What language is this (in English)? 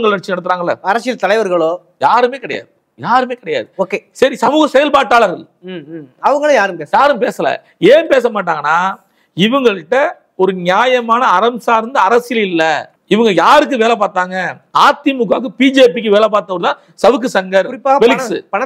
Tamil